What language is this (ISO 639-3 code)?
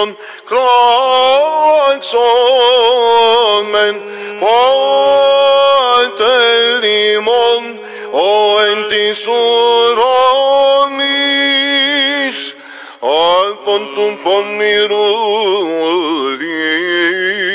ell